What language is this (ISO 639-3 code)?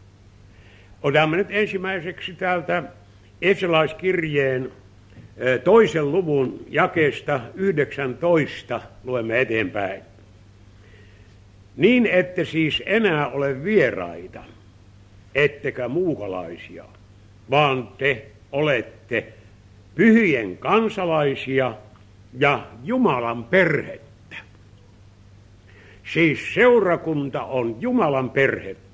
fin